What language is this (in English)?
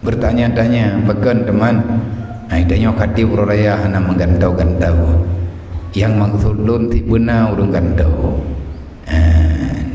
Achinese